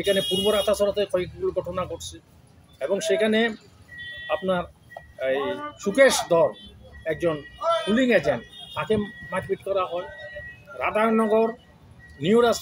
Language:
Bangla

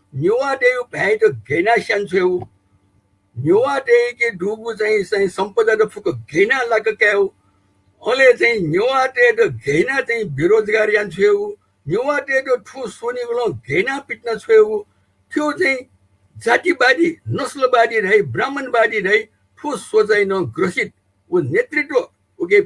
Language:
Newari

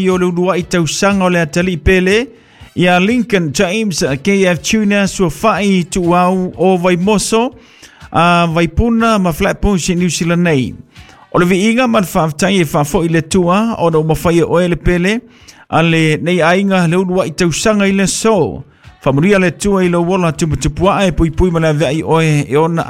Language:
Samoan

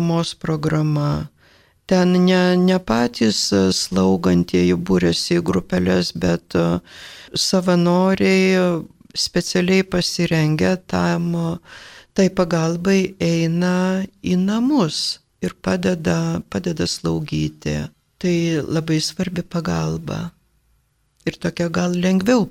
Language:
Lithuanian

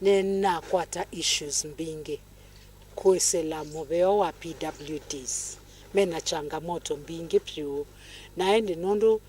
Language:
Kamba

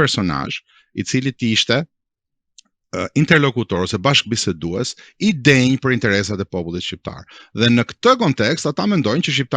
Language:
Albanian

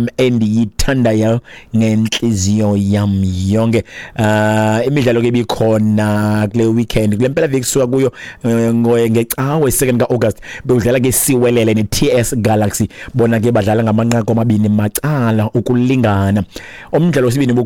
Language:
Xhosa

